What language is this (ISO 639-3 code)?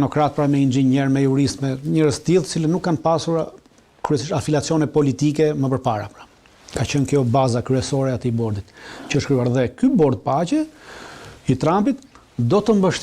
sqi